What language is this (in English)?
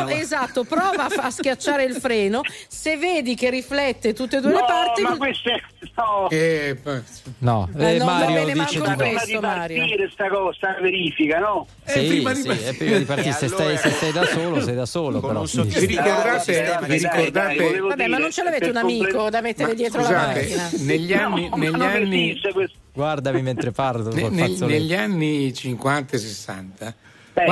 Italian